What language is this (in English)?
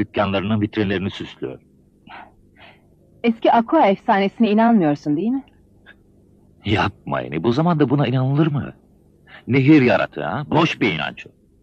Turkish